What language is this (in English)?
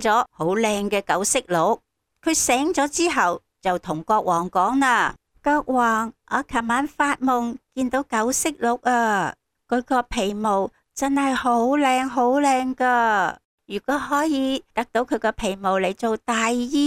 Cantonese